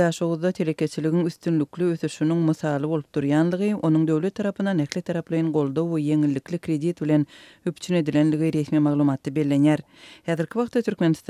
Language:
Turkmen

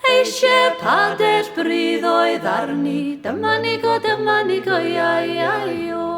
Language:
Welsh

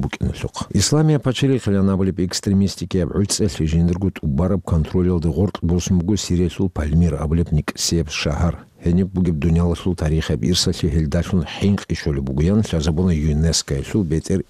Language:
Avaric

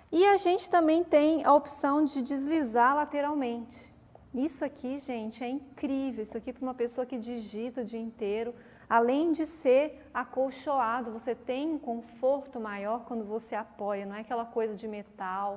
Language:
Portuguese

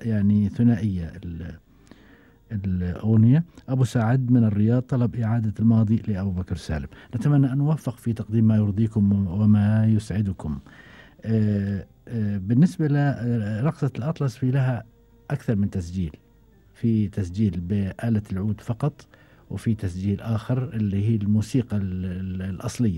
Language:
Gulf Arabic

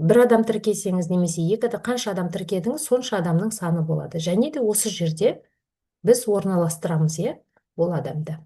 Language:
Kazakh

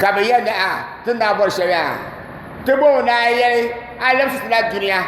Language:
Dagbani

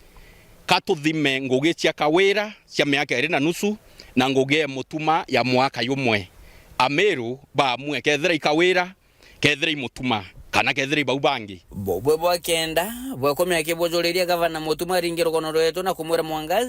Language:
Meru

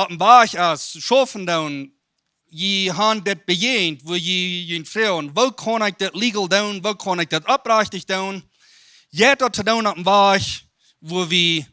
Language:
Plautdietsch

